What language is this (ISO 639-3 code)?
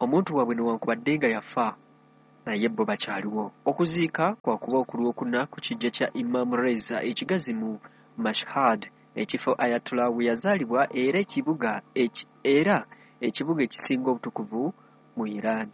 lug